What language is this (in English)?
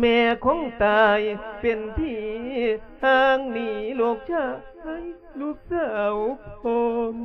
Lao